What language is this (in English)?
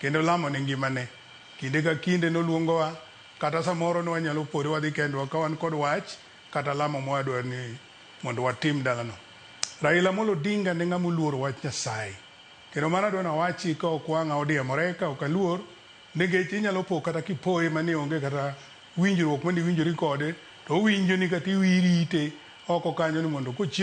Luo (Kenya and Tanzania)